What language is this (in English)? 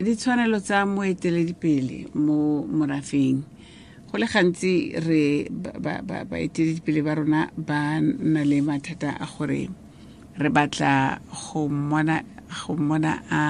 Tswana